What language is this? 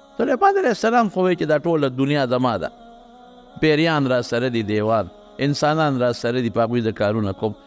Pashto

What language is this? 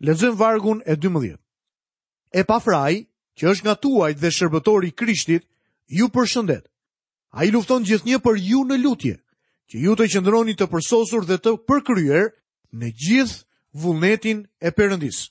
Albanian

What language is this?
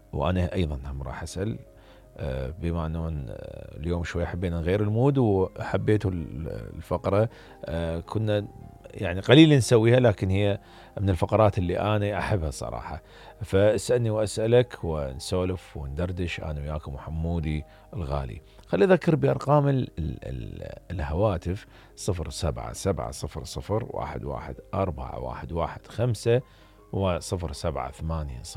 Mesopotamian Arabic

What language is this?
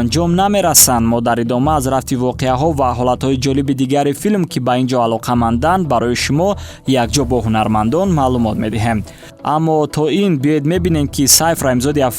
Tajik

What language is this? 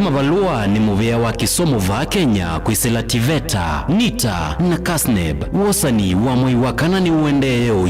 Kamba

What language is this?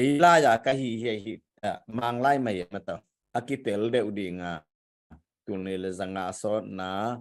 Tedim Chin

